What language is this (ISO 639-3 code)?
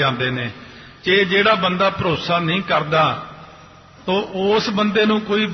pan